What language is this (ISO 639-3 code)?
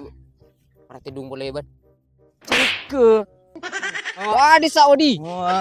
mad